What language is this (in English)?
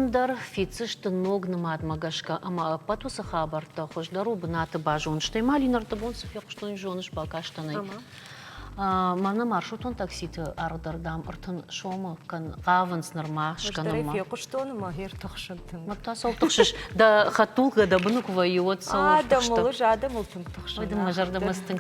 Ossetic